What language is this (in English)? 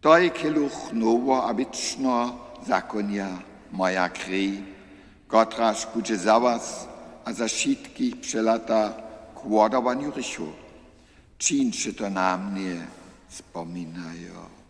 Upper Sorbian